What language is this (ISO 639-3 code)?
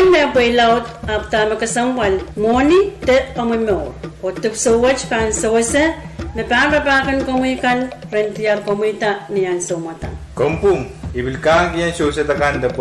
pon